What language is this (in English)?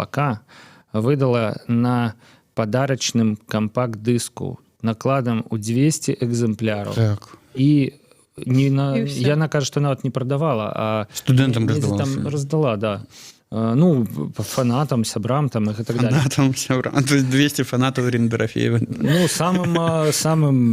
Belarusian